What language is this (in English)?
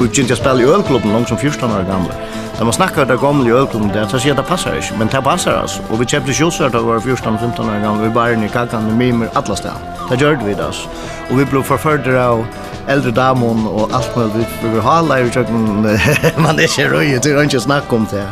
Faroese